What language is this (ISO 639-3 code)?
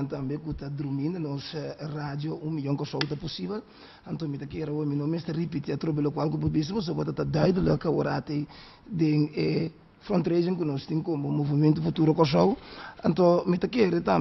pap